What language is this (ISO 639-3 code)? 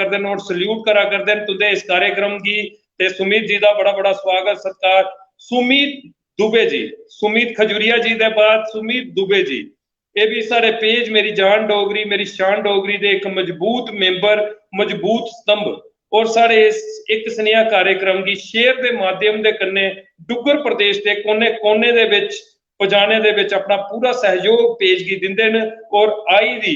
doi